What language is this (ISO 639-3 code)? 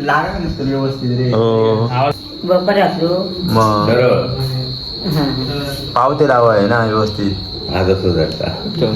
kok